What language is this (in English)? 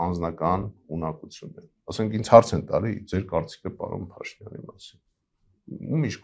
Armenian